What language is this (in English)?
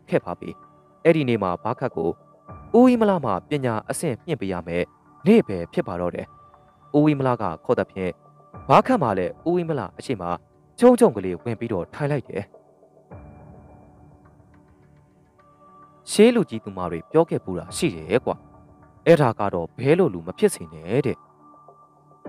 Burmese